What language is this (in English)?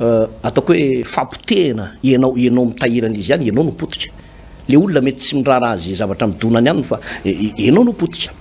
Malagasy